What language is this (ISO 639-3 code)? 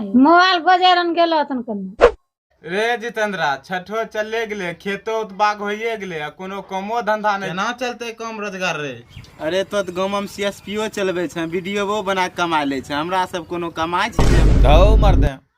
anp